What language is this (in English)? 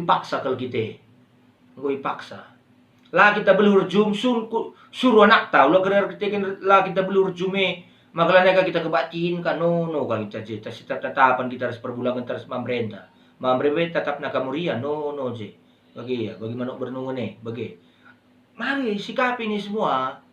Batak Karo